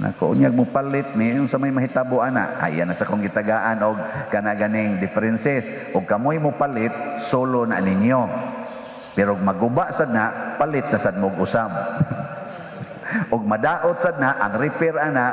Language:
Cebuano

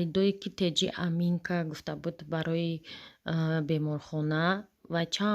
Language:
Tajik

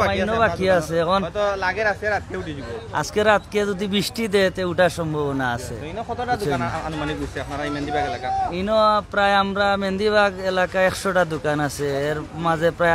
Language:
Sylheti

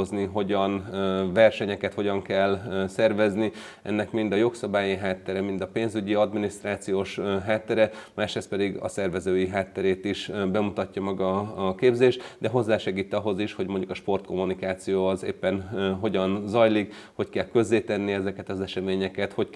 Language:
Hungarian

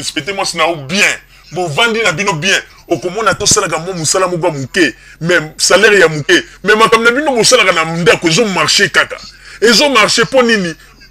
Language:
Lingala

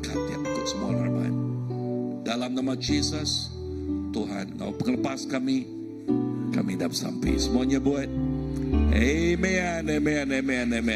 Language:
Iban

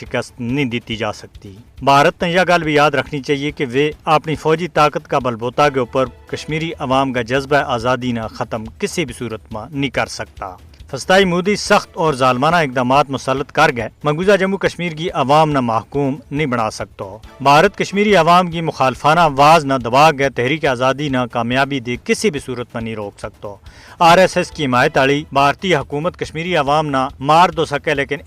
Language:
Gujari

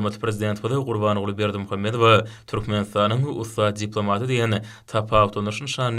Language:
Turkmen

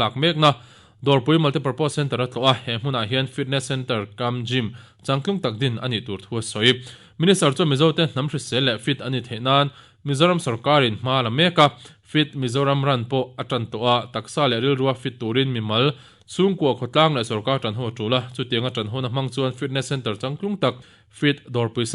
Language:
Mizo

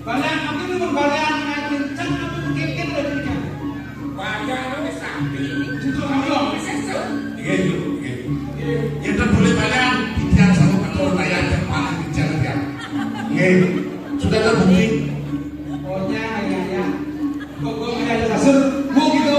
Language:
Balinese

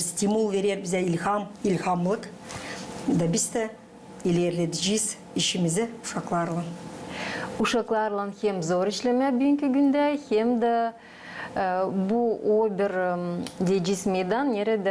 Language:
Gagauz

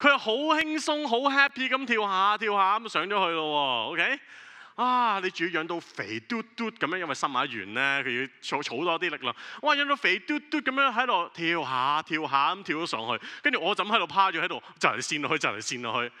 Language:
Cantonese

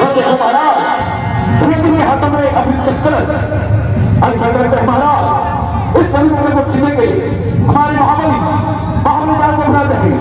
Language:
Chhattisgarhi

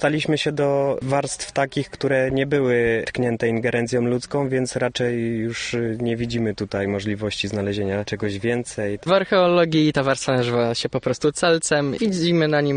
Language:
Polish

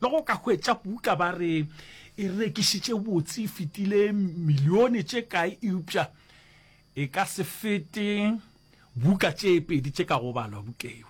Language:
Northern Sotho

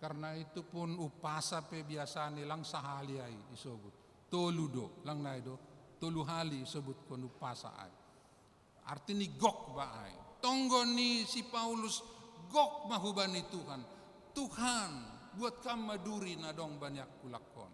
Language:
Batak Simalungun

